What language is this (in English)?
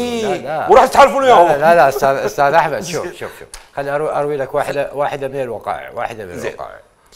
Mesopotamian Arabic